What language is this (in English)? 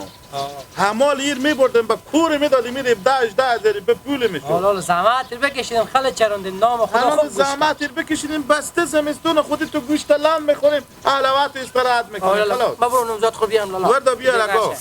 Hazaragi